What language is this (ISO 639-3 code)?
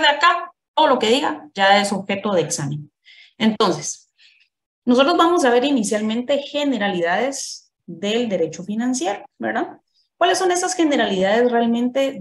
spa